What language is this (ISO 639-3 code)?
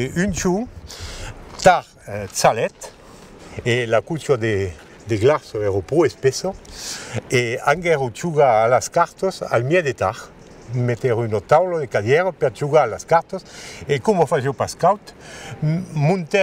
oci